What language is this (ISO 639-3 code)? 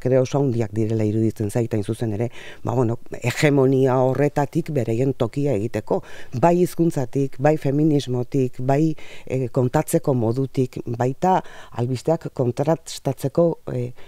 eus